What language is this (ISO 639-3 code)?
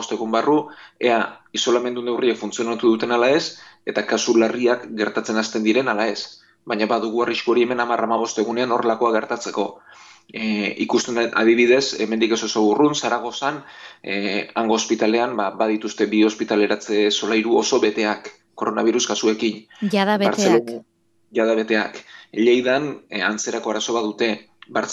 eus